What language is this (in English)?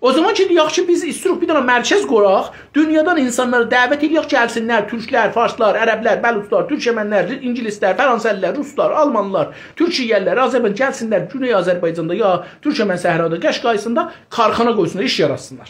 South Azerbaijani